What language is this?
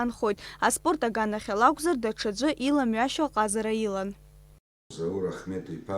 Abkhazian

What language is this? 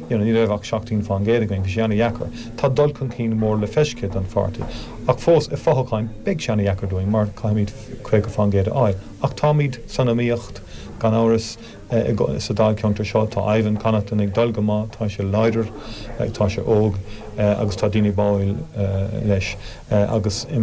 Irish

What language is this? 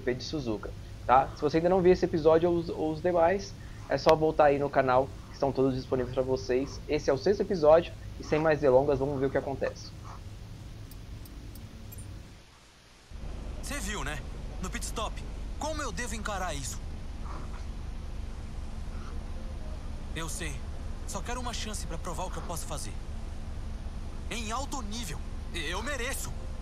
Portuguese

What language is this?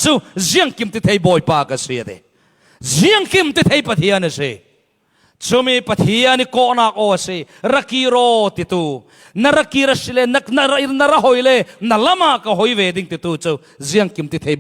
Falam Chin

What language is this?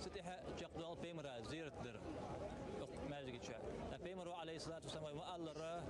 Ingush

